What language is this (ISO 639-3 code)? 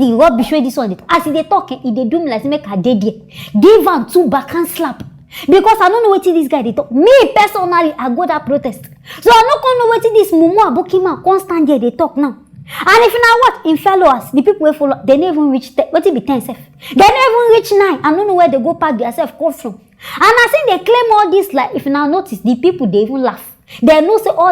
pcm